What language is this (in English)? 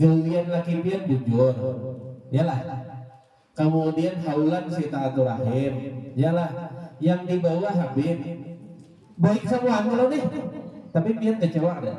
Banjar